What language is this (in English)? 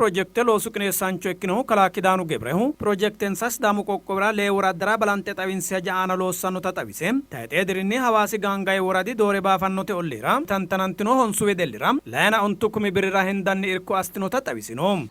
Sidamo